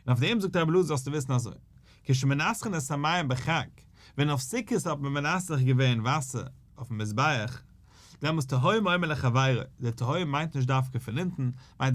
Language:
Yiddish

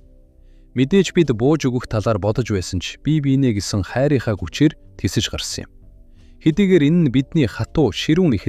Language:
Mongolian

